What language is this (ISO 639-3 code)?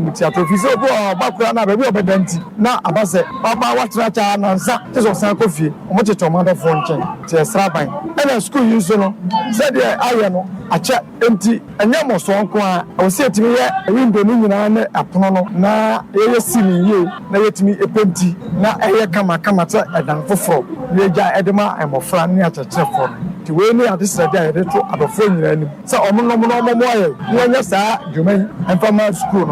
aka